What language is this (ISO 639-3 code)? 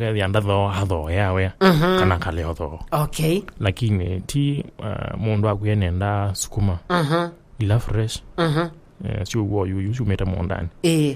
kam